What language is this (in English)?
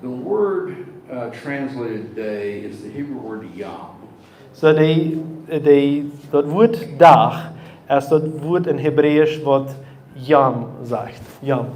Plautdietsch